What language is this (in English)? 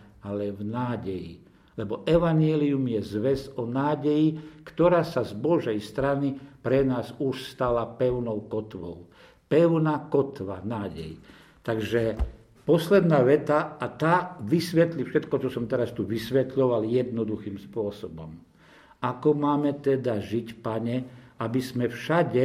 Slovak